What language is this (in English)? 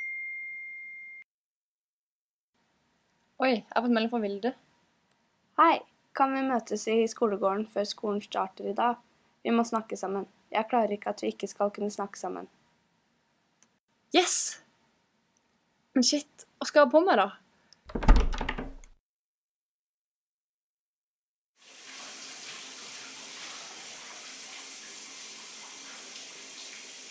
Norwegian